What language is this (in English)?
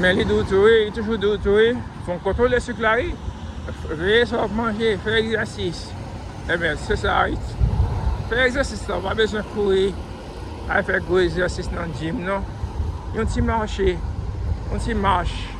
Haitian Creole